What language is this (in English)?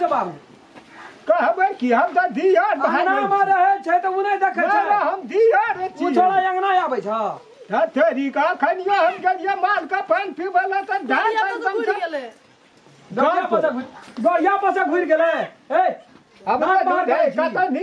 Maithili